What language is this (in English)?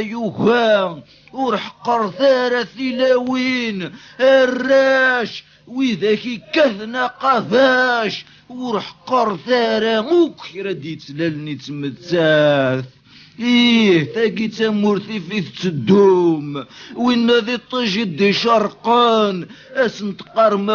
Kabyle